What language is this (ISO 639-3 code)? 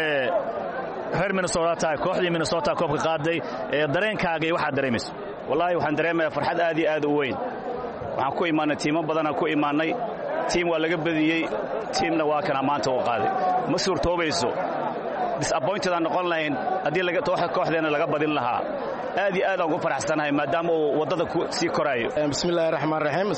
som